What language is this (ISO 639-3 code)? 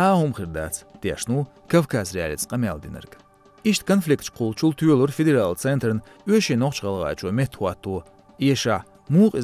che